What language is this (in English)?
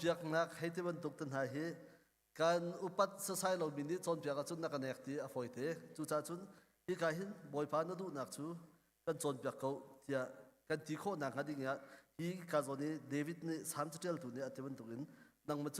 Hakha Chin